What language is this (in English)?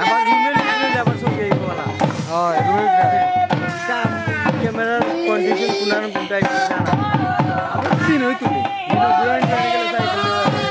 Sylheti